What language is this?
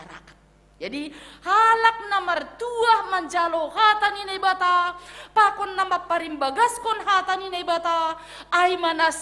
Batak Simalungun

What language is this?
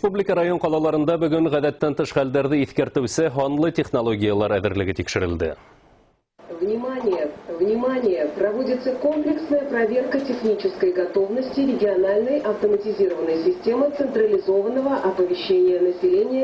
Bashkir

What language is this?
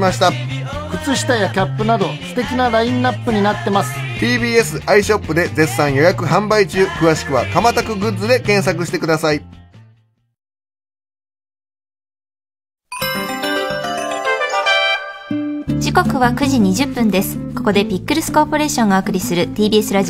Japanese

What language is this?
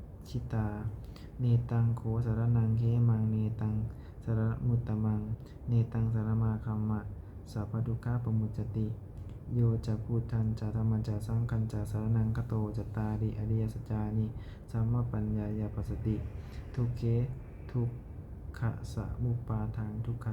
Pali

